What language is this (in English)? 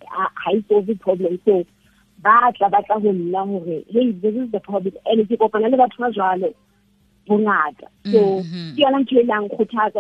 Southern Sotho